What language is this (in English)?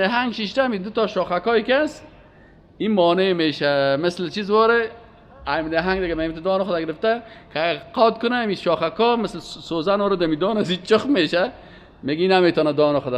Persian